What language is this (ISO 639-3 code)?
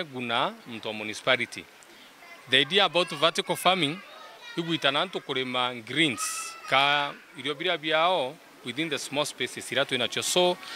mer